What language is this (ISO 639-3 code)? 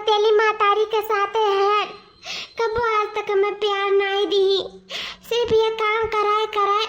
awa